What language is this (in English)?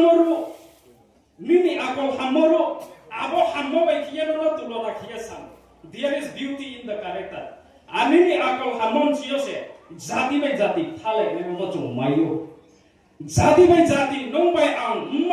Riang (India)